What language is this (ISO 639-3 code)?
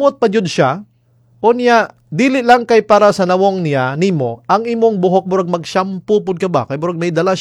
ceb